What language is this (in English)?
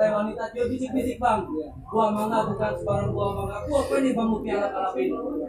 Betawi